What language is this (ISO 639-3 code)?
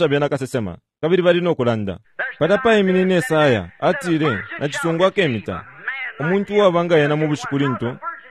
bem